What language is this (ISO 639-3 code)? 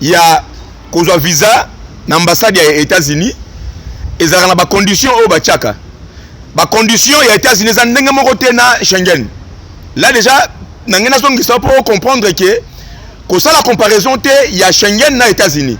lin